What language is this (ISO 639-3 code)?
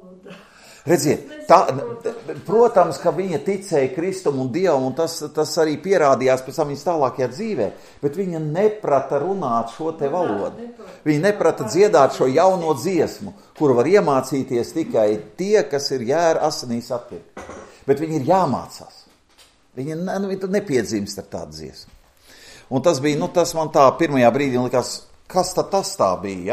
lav